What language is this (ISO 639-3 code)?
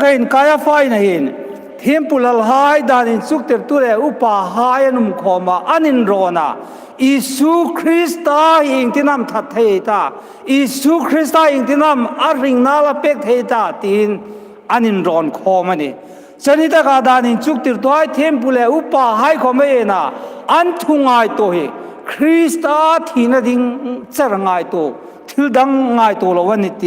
hmr